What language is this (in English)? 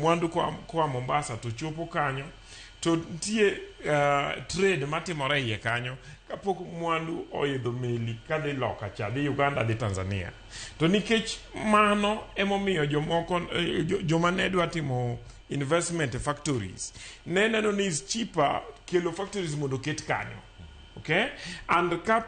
Luo (Kenya and Tanzania)